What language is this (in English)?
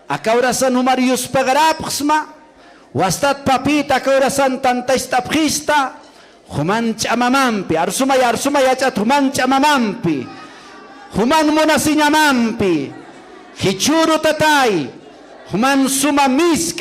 Aymara